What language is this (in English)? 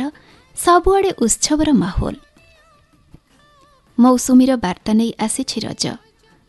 Odia